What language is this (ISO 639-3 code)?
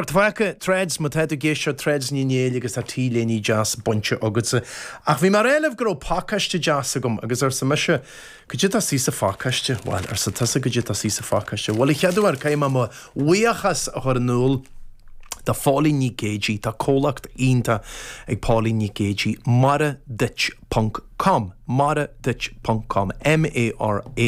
gle